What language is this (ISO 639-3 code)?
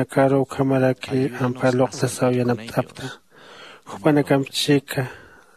aym